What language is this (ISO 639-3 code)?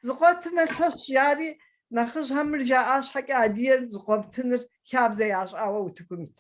kbd